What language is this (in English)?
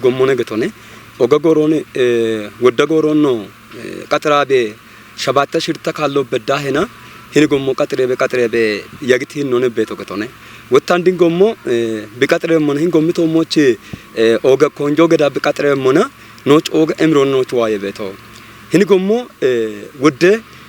Kafa